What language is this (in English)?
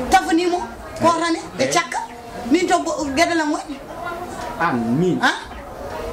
Fula